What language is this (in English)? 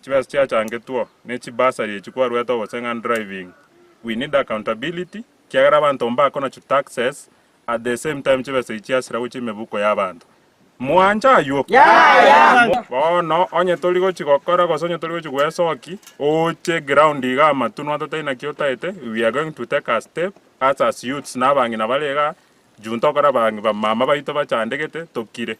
Gusii